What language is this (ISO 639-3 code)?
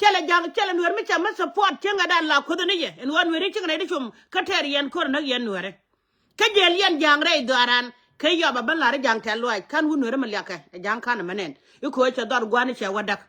nus